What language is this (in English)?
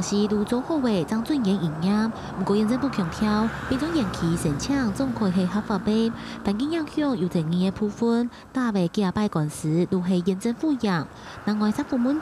Hakka Chinese